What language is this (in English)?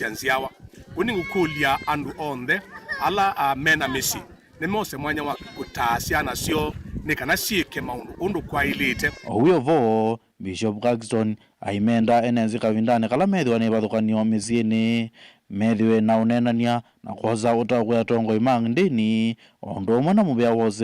Kamba